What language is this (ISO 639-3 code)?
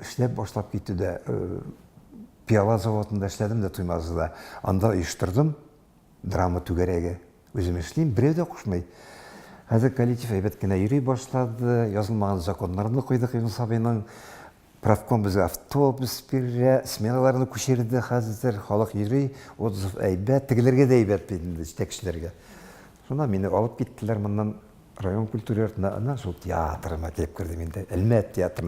tat